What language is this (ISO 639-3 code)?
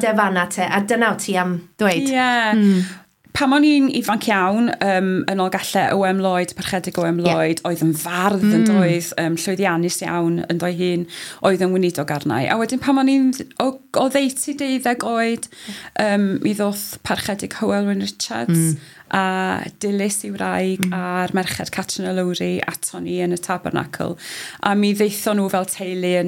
cym